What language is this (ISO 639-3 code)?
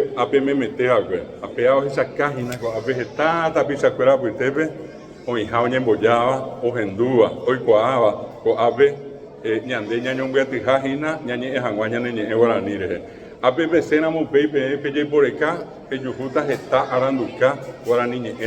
grn